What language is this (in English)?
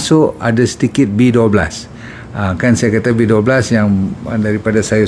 Malay